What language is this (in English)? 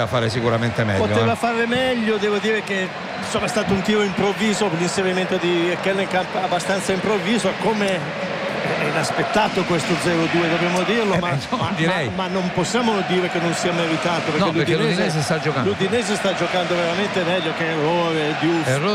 Italian